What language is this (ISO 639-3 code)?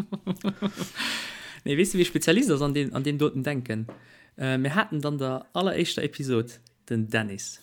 ltz